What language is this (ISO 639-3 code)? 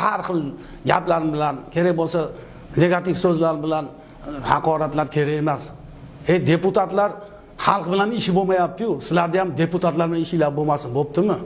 uzb